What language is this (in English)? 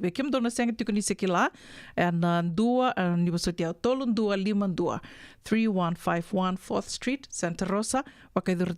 Fijian